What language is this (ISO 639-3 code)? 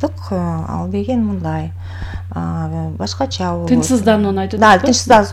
kir